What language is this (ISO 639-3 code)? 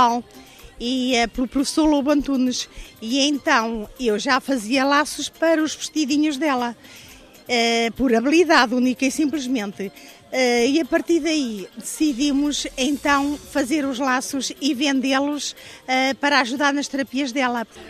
por